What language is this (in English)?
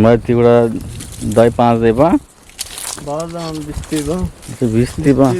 Eastern Balochi